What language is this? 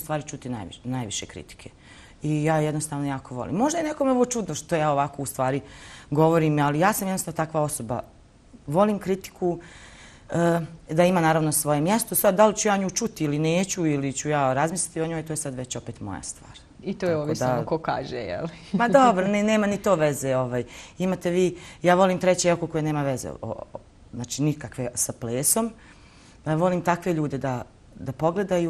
Bosnian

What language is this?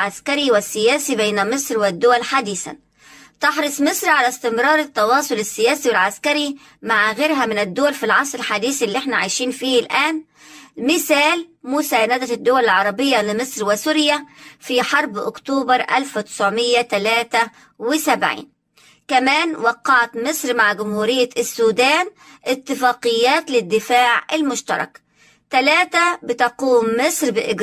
Egyptian Arabic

